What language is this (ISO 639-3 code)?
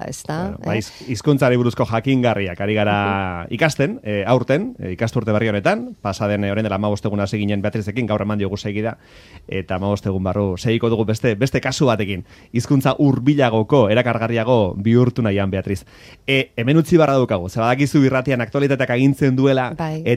eus